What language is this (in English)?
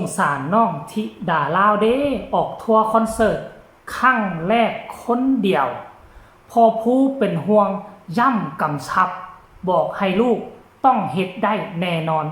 Northeastern Thai